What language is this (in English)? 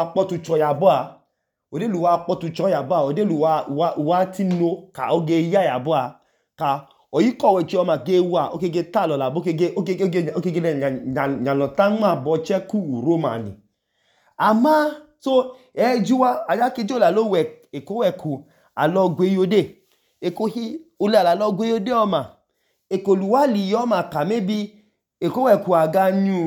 Idoma